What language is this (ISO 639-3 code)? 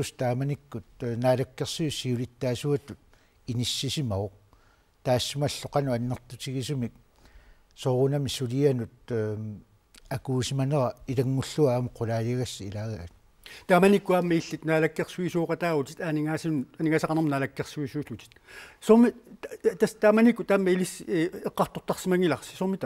kal